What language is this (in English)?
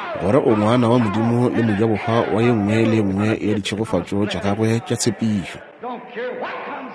Northern Sotho